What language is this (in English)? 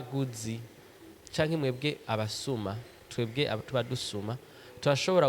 Rundi